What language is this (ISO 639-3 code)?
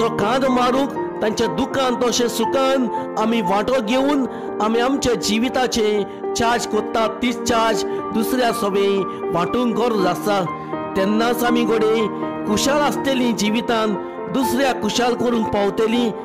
kok